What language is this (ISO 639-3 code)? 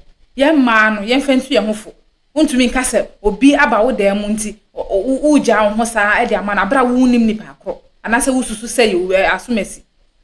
aka